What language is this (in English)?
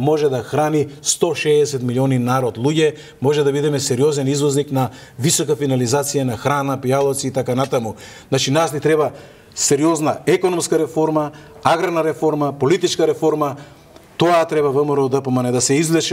Macedonian